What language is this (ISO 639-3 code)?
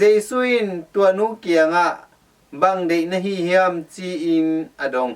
ctd